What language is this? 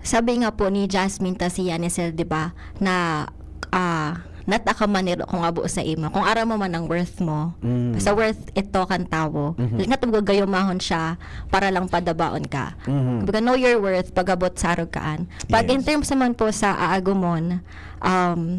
Bikol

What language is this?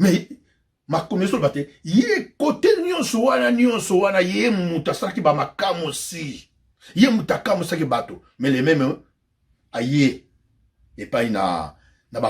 Lingala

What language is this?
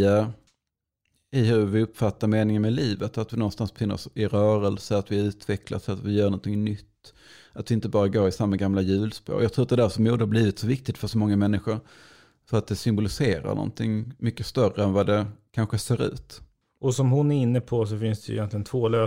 Swedish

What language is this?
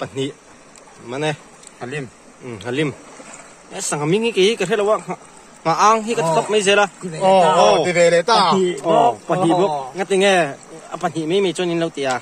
Mizo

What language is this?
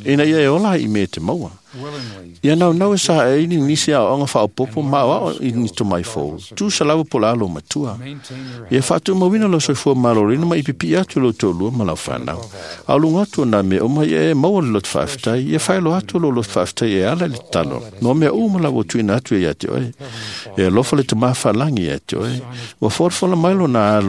Samoan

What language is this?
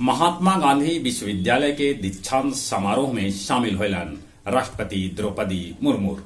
Magahi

